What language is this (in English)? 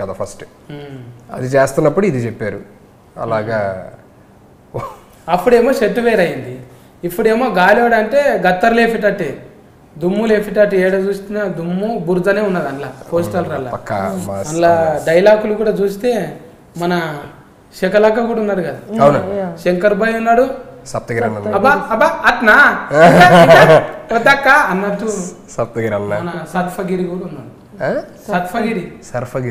Telugu